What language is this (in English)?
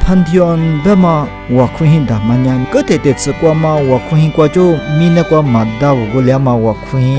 Lisu